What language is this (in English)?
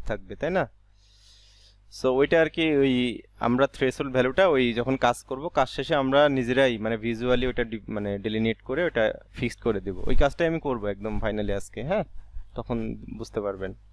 Bangla